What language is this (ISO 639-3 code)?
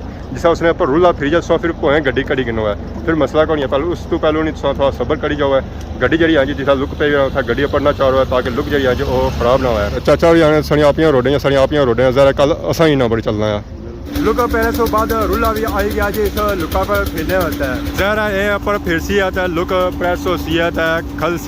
phr